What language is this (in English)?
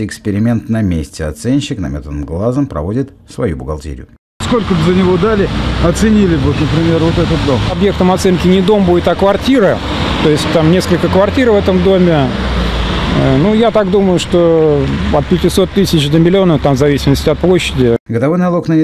Russian